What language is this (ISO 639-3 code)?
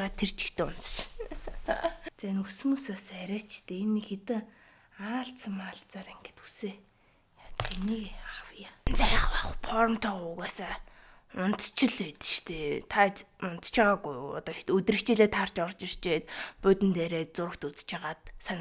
mon